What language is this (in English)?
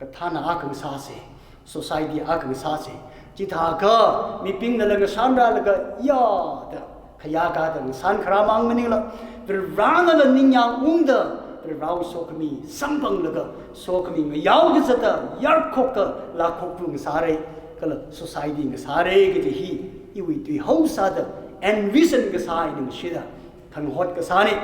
Tangkhul Naga (India)